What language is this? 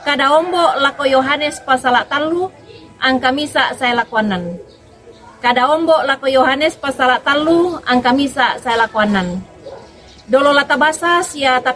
Toraja-Sa'dan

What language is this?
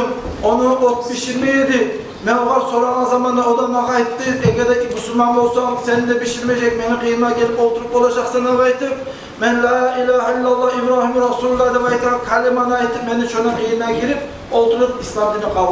Kumyk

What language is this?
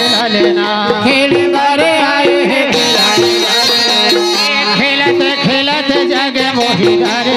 Chhattisgarhi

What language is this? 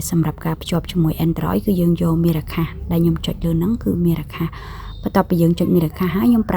Khmer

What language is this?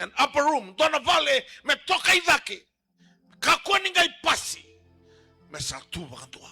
Fijian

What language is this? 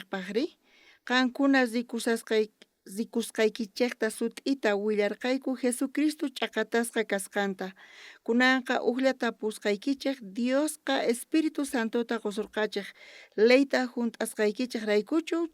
South Bolivian Quechua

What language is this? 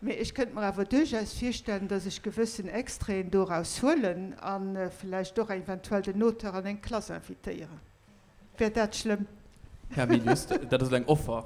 Luxembourgish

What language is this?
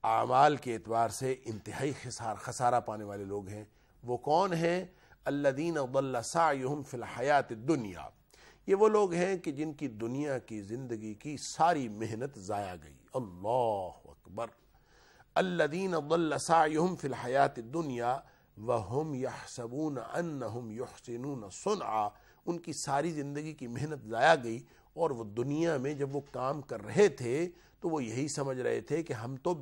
Urdu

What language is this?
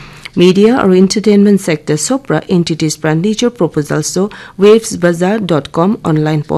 Naga Pidgin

